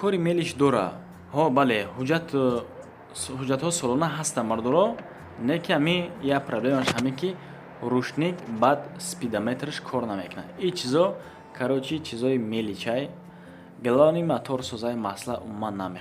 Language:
Tajik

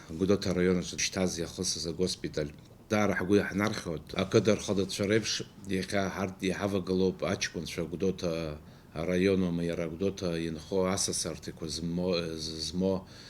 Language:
Abkhazian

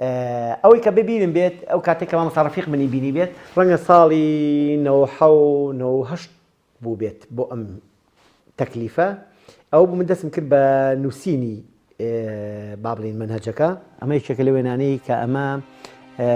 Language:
Central Kurdish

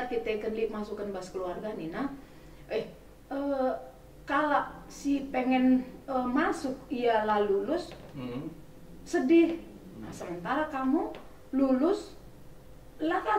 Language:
Batak Karo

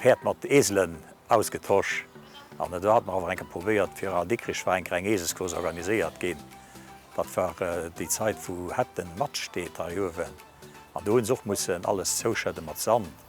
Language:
Luxembourgish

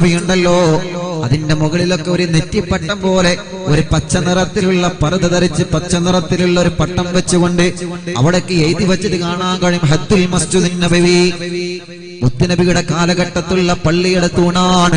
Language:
Malayalam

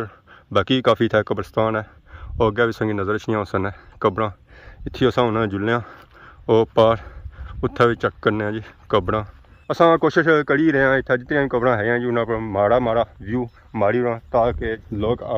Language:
Pahari-Potwari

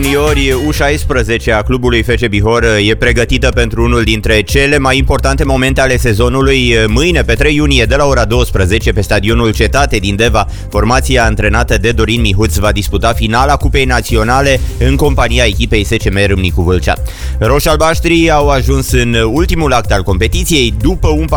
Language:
Romanian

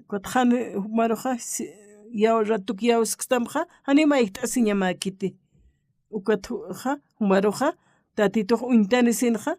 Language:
Aymara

